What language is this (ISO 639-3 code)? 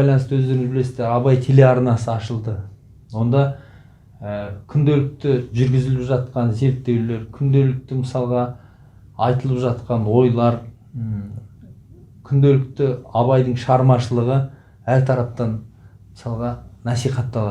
kaz